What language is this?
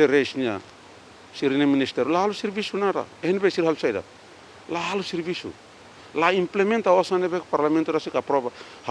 Tetum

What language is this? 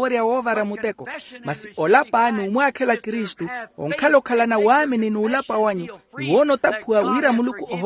Makhuwa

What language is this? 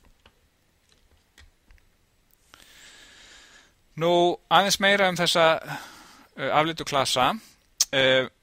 Icelandic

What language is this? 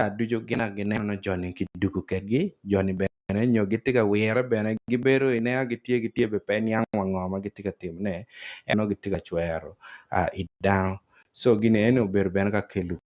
Acoli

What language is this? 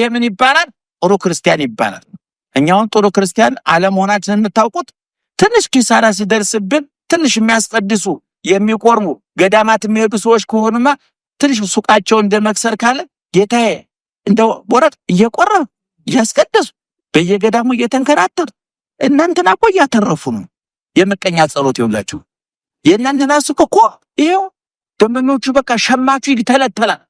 Amharic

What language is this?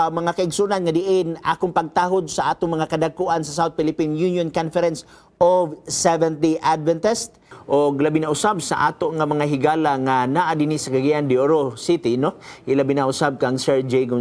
Cebuano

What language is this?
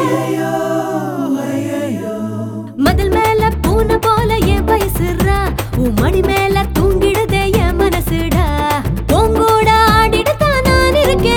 Tamil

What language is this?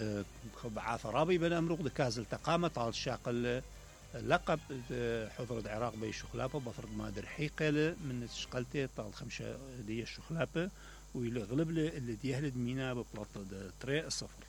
Mesopotamian Arabic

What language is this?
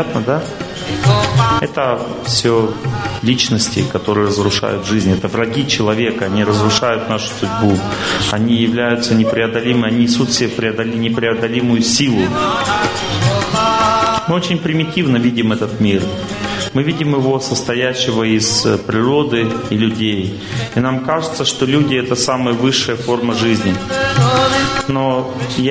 Russian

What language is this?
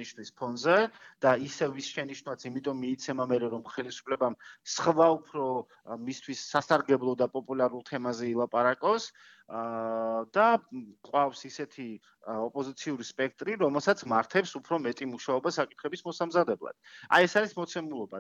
Georgian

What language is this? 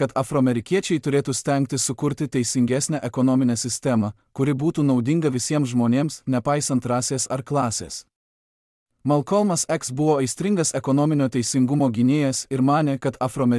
Lithuanian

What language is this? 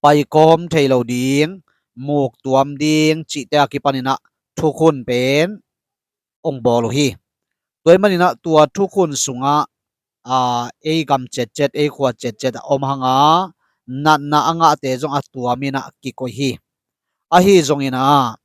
Tedim Chin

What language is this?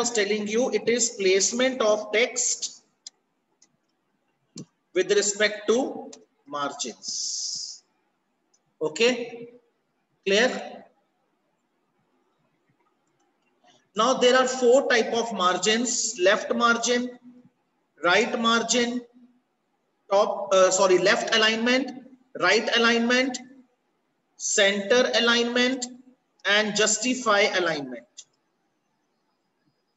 English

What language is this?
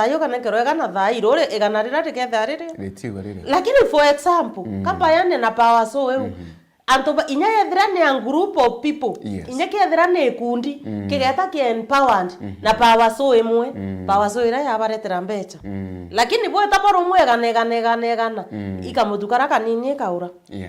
Meru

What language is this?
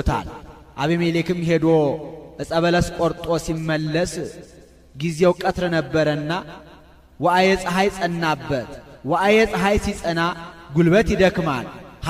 Amharic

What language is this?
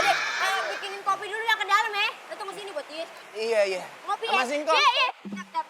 Betawi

